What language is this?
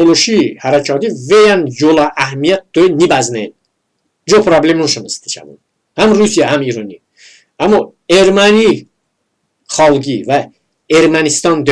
Talysh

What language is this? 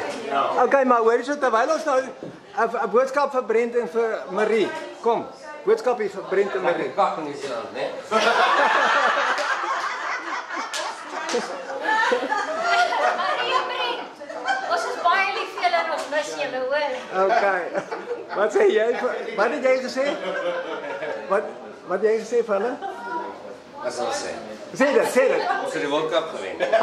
Afrikaans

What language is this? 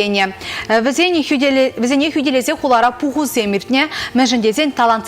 Chuvash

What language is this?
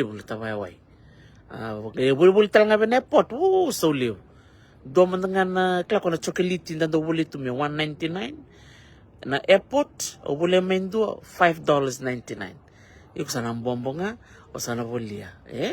Fijian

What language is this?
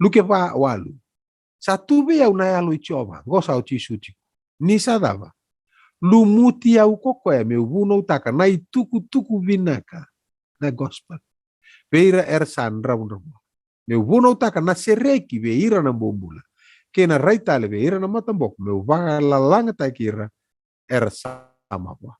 Fijian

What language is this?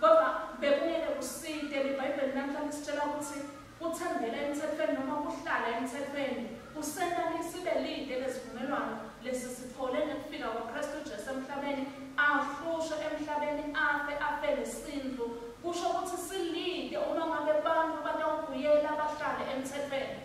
Swati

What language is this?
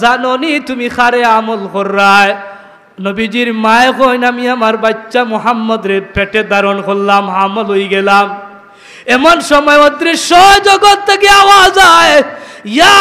Sylheti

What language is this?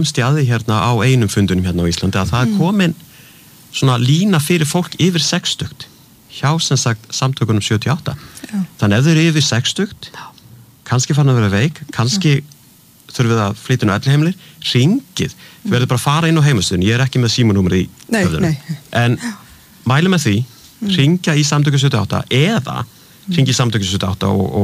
Icelandic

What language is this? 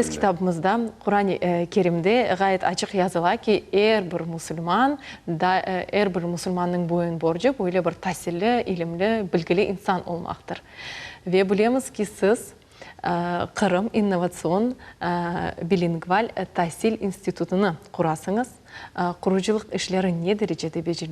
Crimean Tatar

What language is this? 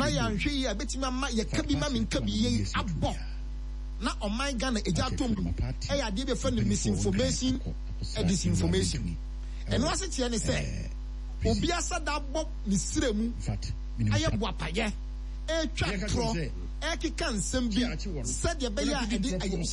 Akan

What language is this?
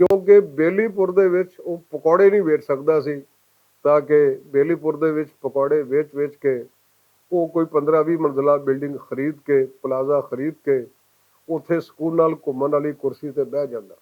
Western Panjabi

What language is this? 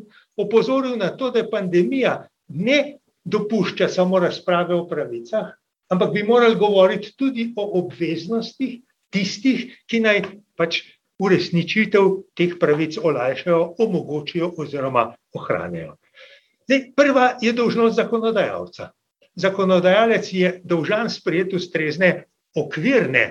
Slovenian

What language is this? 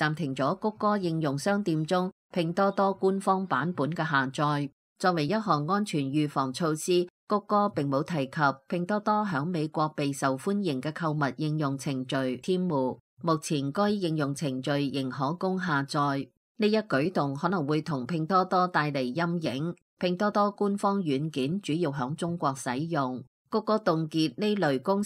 Cantonese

